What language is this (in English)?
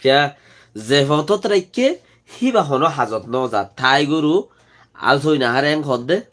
Rohingya